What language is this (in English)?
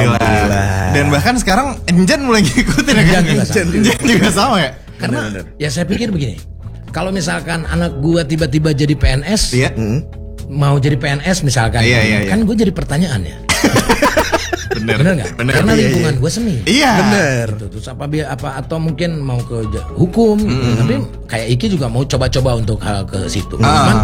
Indonesian